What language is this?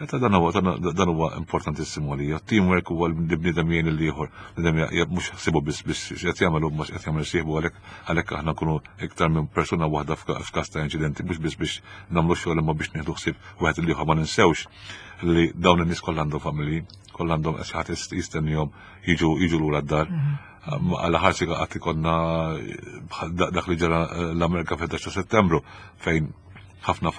Maltese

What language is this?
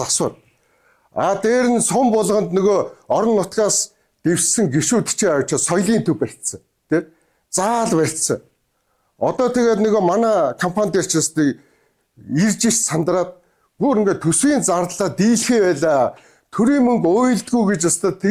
Mongolian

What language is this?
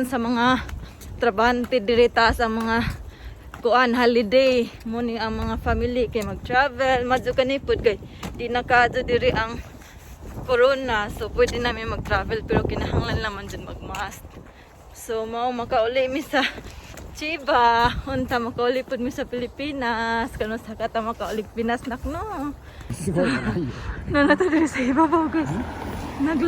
Cebuano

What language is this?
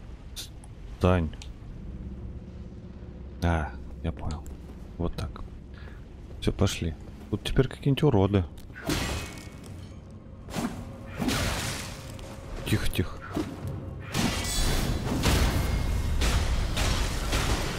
Russian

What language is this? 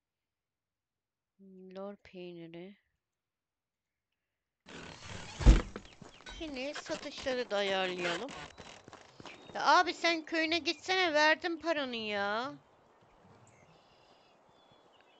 Turkish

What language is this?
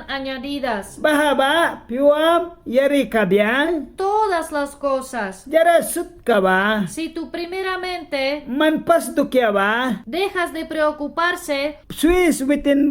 Mískito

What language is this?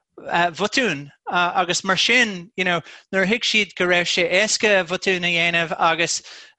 Irish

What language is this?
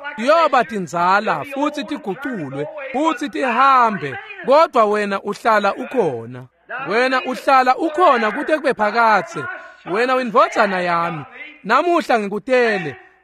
Swati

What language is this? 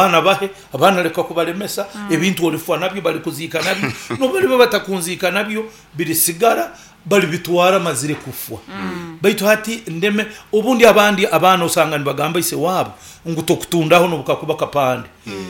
Nyankole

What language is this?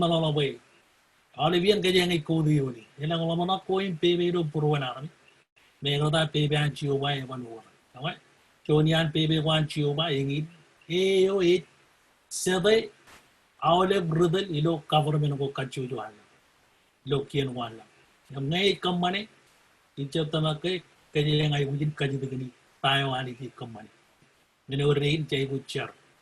Marshallese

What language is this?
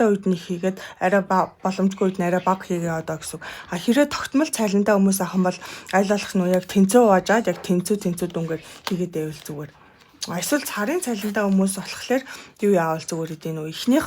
Mongolian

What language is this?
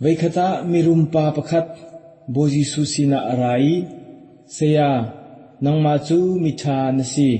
Hakha Chin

